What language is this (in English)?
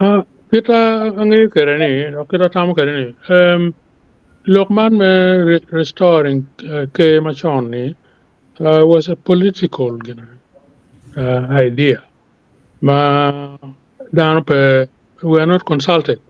Acoli